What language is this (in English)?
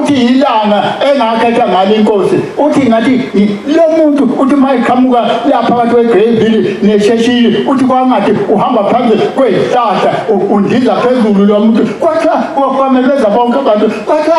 Zulu